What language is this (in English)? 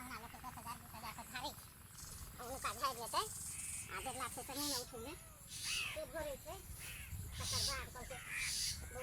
Maithili